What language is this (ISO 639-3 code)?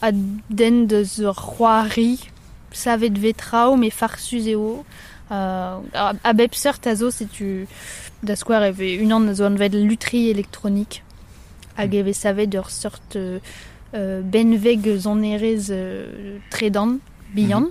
bre